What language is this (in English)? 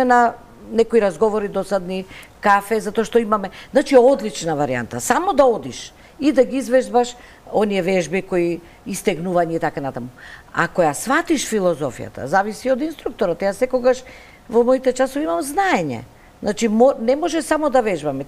Macedonian